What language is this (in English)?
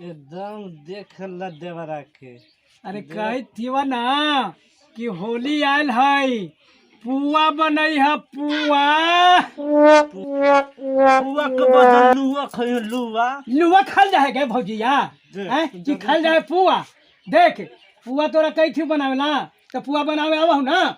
Magahi